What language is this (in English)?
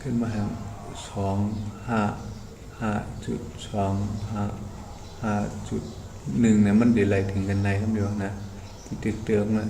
Shan